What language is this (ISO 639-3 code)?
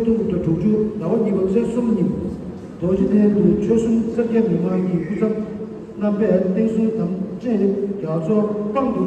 bod